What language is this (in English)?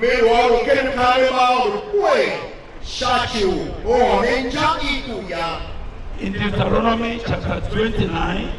Tiv